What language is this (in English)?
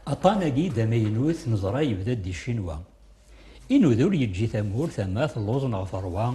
Kabyle